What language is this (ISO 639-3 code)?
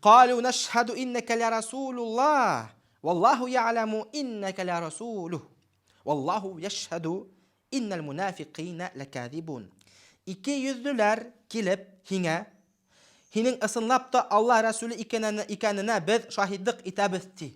bak